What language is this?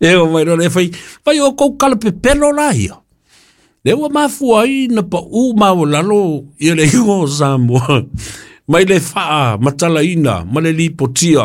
Samoan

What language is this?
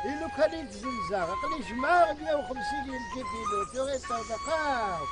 Kabyle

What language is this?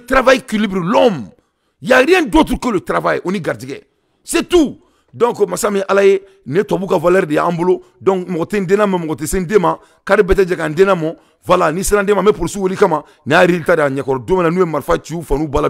Bambara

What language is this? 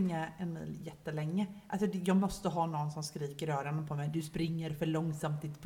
Swedish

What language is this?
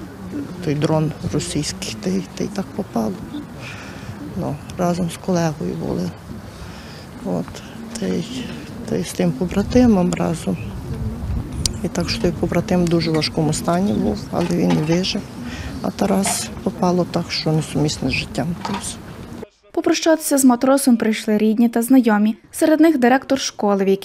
Ukrainian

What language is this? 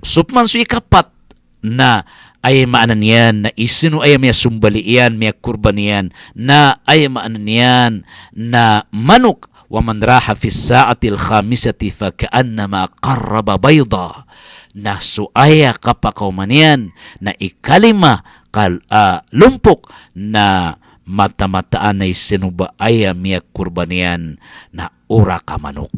Maranao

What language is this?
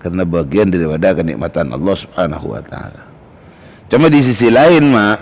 Madurese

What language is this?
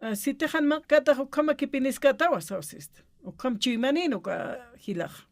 Aymara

